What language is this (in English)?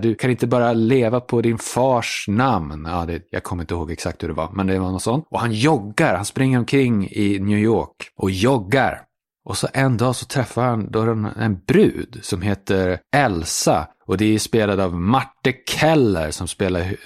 Swedish